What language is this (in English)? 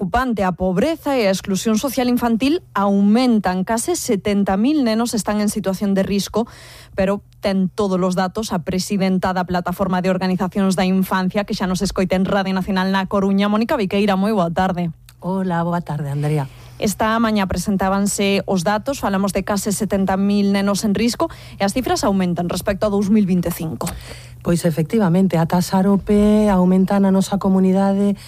Galician